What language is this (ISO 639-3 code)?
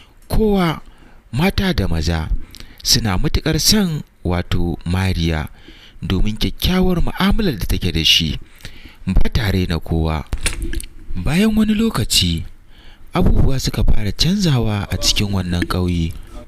hau